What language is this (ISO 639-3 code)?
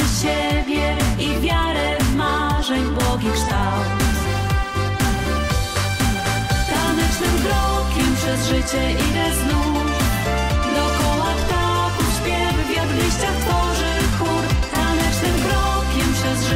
pol